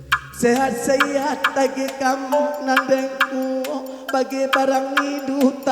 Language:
Batak Karo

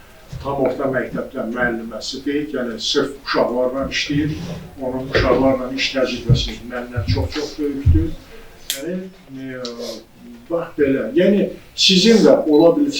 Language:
Azerbaijani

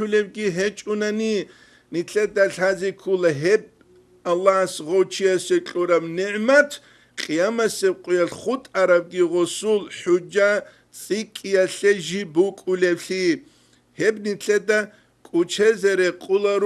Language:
Avaric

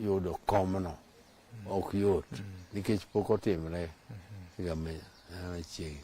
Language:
Luo (Kenya and Tanzania)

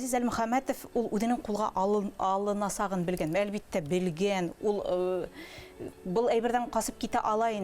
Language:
Bashkir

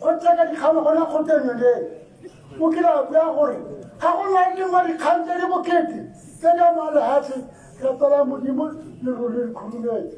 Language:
Tswana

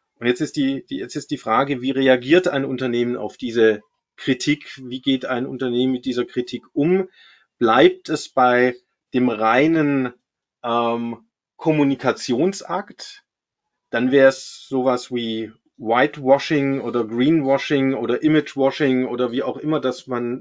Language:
German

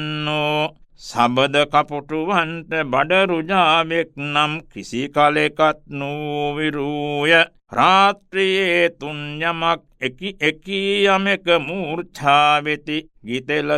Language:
Sinhala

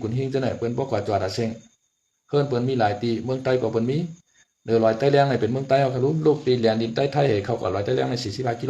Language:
Shan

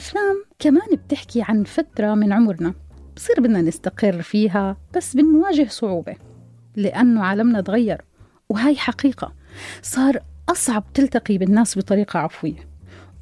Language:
North Levantine Arabic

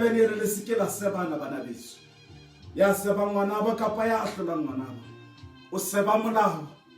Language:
Southern Sotho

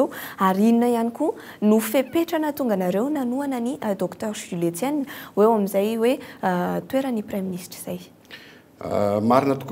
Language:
Malagasy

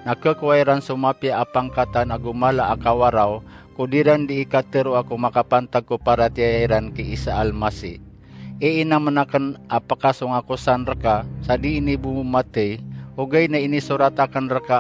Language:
Maranao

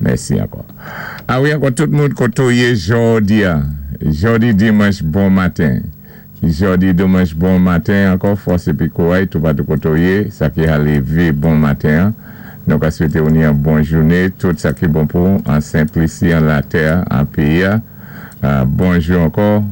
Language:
Saint Lucian Creole French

